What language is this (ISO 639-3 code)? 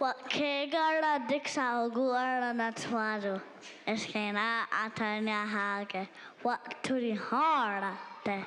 moh